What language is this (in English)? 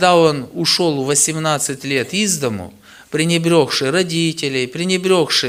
Russian